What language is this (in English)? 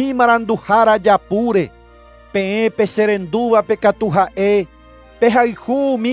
Guarani